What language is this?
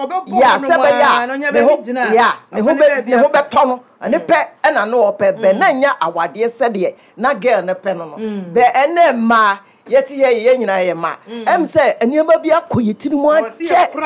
Akan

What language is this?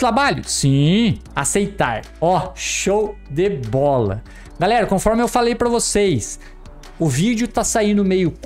Portuguese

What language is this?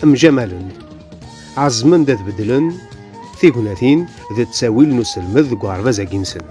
Kabyle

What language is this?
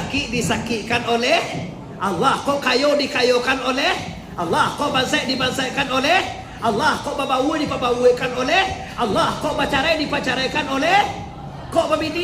Minangkabau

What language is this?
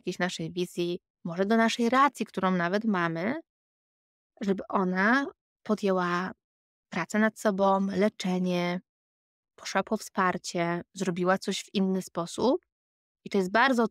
Polish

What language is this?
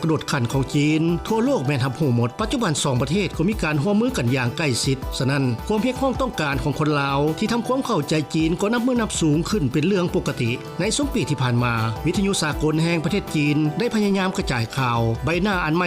Lao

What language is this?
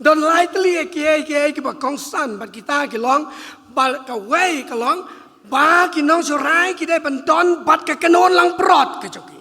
Khasi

